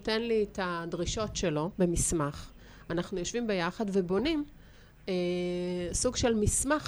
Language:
Hebrew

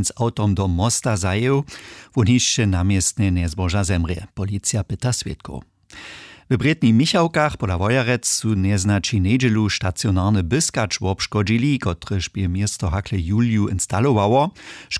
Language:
Upper Sorbian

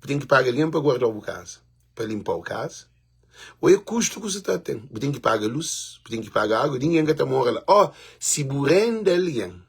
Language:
Kabuverdianu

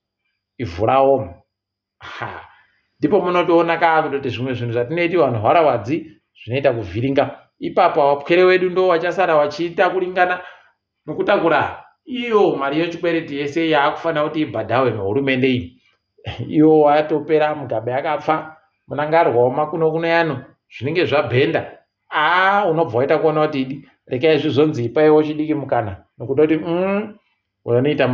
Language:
Ndau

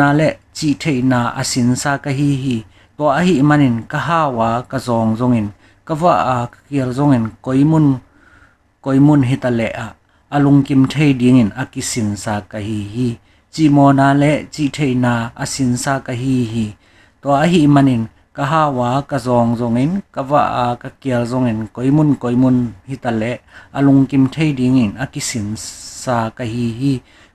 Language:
Tedim Chin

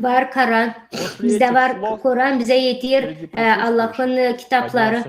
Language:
Gagauz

